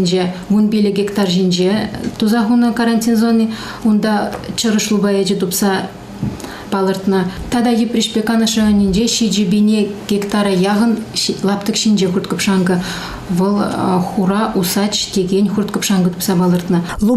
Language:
Chuvash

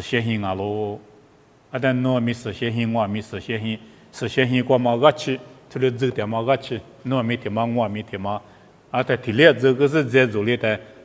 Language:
Lisu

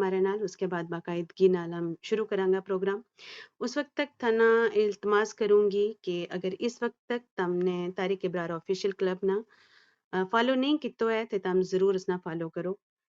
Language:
Gujari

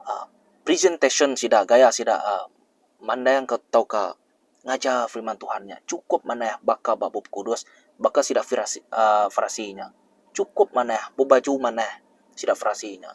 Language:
Iban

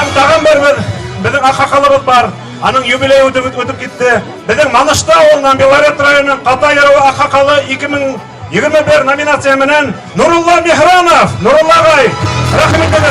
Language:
Bashkir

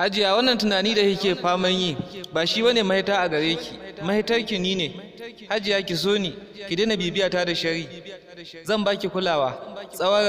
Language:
Hausa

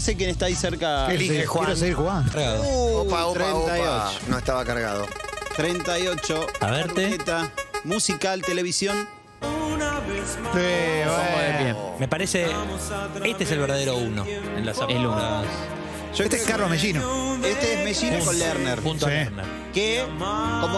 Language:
Spanish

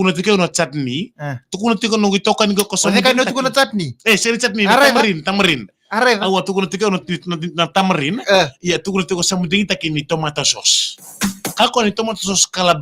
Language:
Fijian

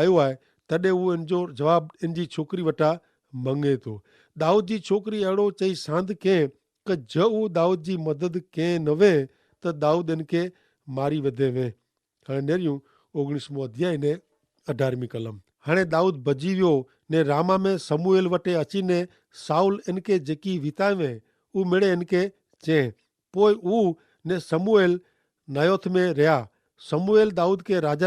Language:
Kachhi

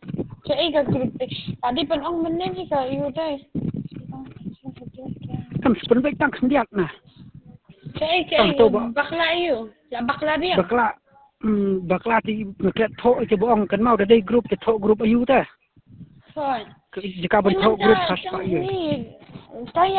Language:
Khasi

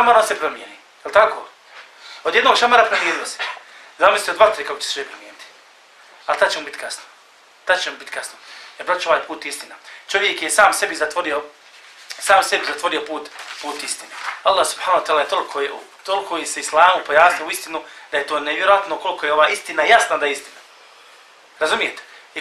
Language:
Bosnian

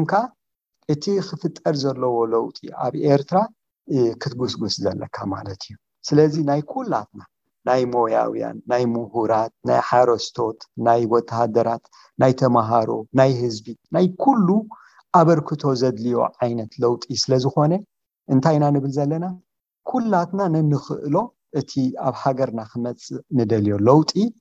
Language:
Tigrinya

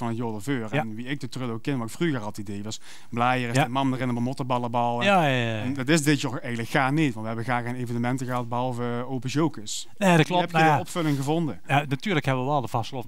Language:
Limburgish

